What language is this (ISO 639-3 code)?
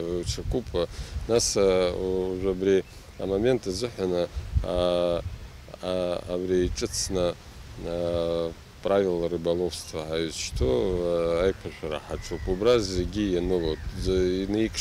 abk